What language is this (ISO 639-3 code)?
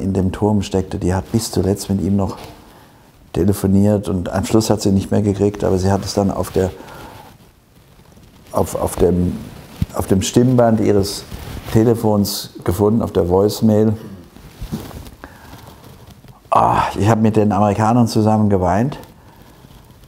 deu